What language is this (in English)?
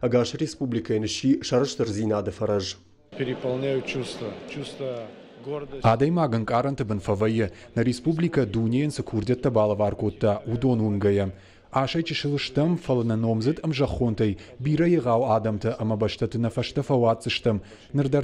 Ossetic